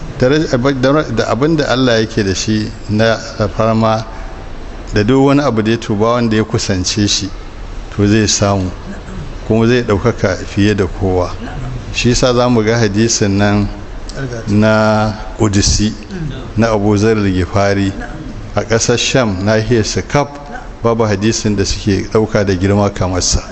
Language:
Hausa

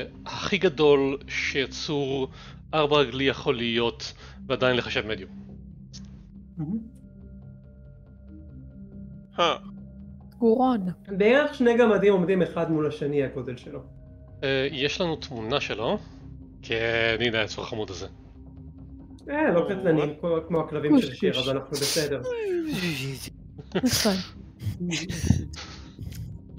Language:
Hebrew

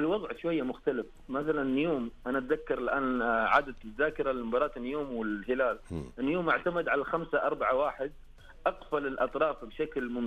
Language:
Najdi Arabic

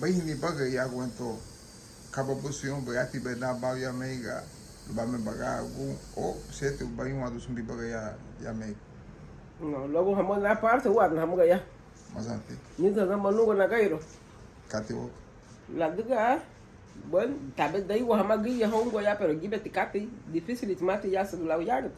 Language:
Garifuna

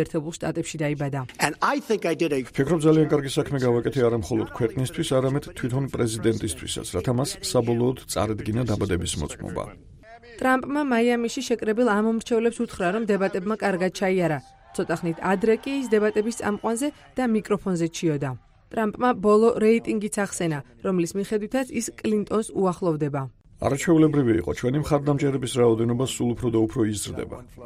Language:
Georgian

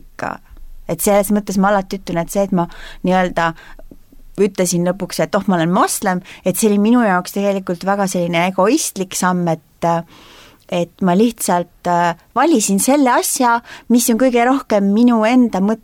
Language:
Estonian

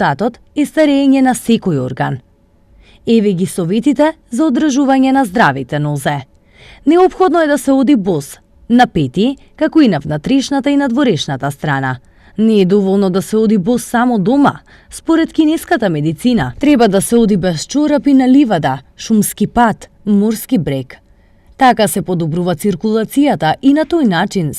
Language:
Macedonian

